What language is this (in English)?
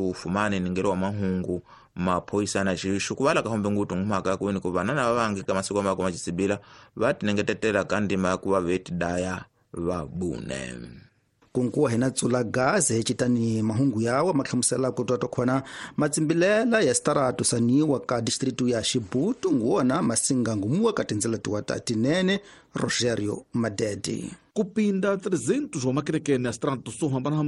Tsonga